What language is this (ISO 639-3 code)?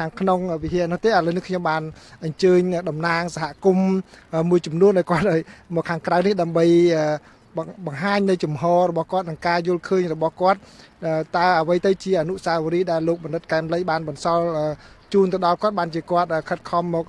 khm